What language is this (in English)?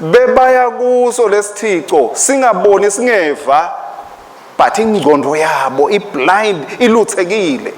Swati